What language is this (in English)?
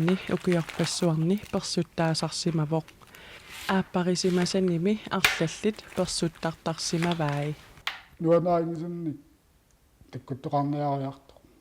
Kalaallisut